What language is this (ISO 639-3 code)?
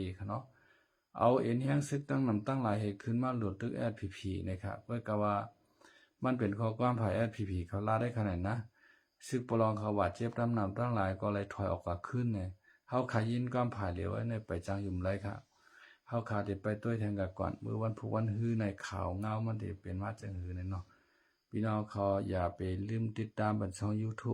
shn